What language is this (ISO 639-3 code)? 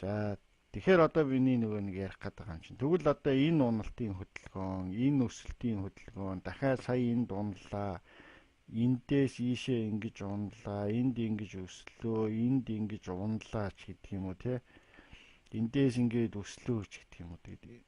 mon